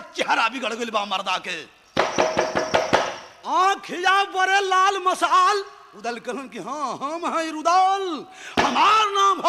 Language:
Bhojpuri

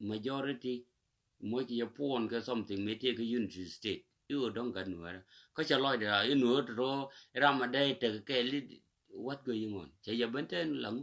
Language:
Nuer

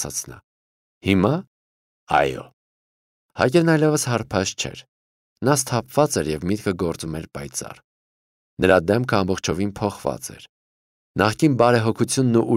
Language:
Armenian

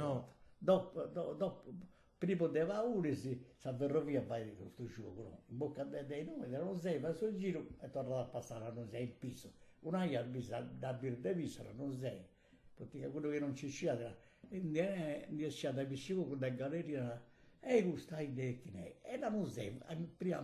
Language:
Sardinian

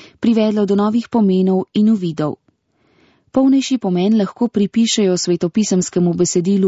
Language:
Slovenian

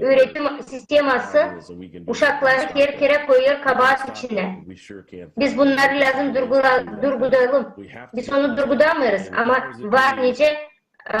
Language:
Gagauz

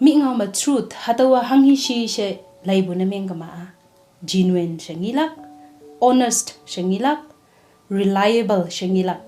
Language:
Konyak Naga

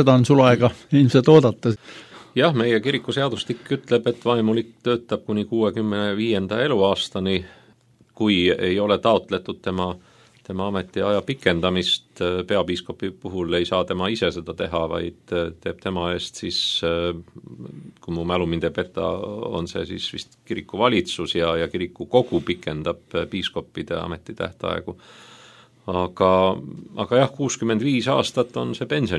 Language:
Estonian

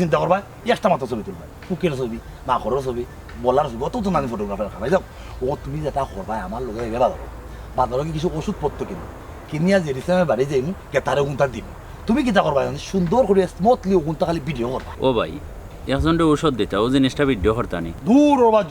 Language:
Sylheti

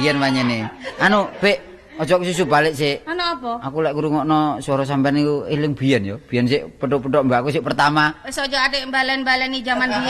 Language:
Javanese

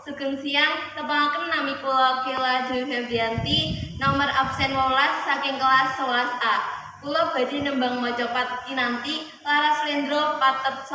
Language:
Javanese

